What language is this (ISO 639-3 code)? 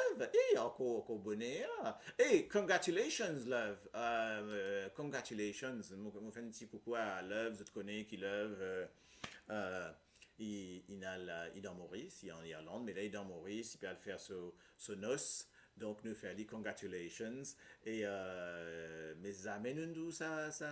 mfe